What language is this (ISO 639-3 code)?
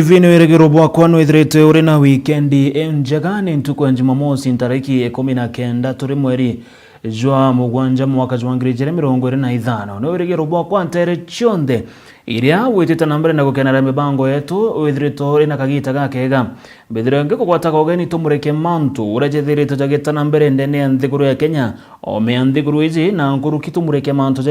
mer